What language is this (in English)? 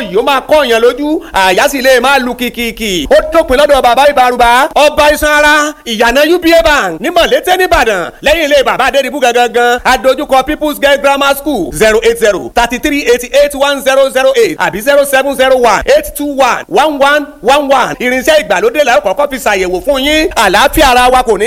Yoruba